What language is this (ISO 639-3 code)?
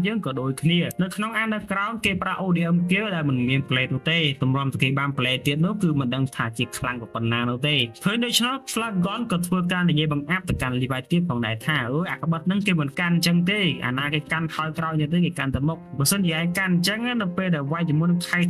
khm